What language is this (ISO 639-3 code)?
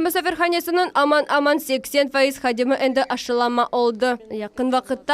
crh